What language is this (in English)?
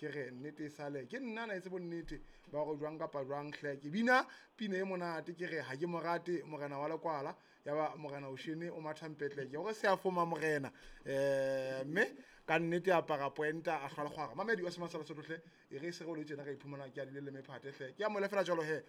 Southern Sotho